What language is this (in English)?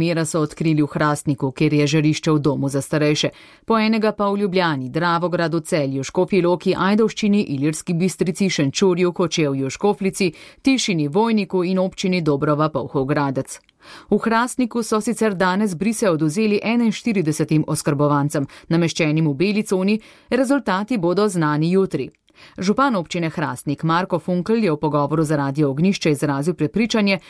Slovenian